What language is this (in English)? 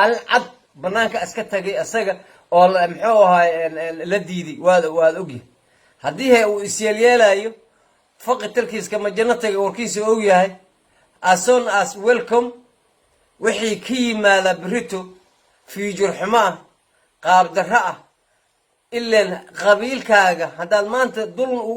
Somali